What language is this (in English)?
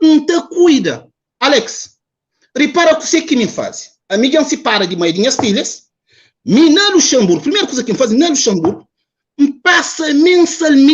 Kabuverdianu